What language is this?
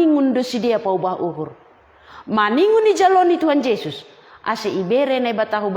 Batak Simalungun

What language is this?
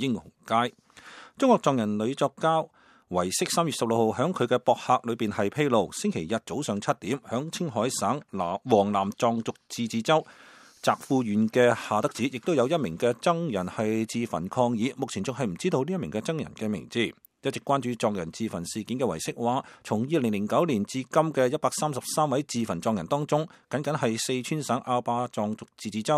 Cantonese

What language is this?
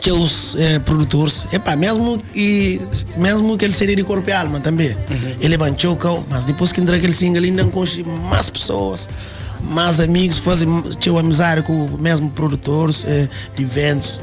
Kabuverdianu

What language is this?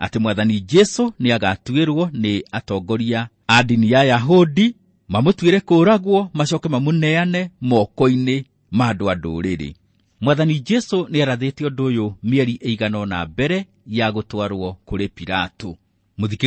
Kikuyu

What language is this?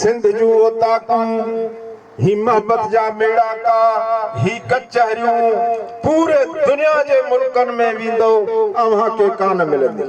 Sindhi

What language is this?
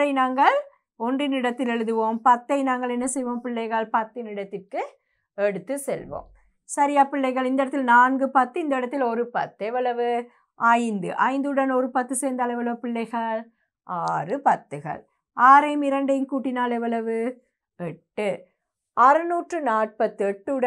Tamil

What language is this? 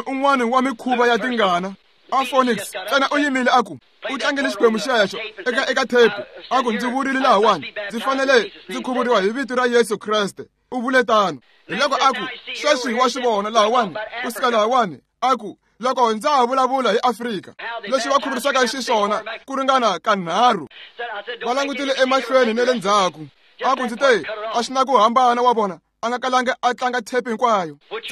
Tsonga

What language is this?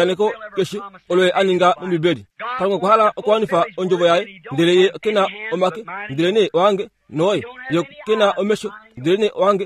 Kuanyama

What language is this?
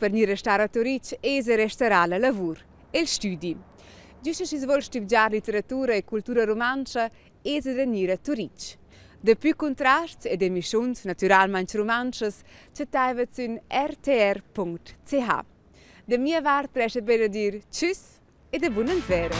Romansh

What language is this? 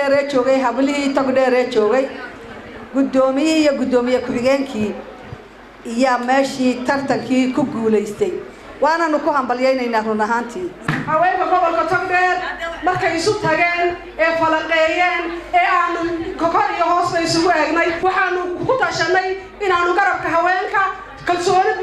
Somali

